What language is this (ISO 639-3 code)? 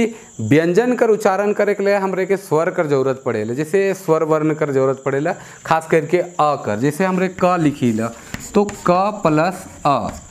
sck